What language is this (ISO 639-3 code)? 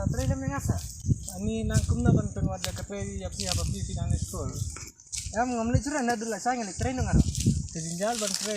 kha